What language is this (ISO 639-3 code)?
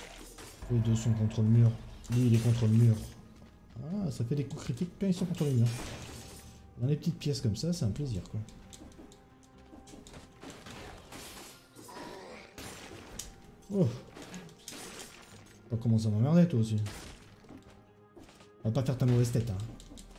fra